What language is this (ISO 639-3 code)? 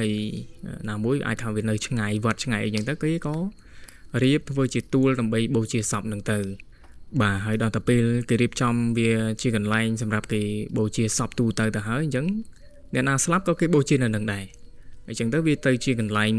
khm